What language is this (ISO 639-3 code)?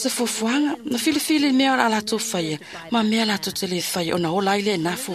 smo